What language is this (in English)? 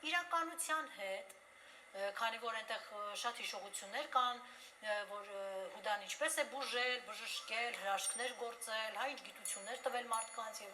Western Armenian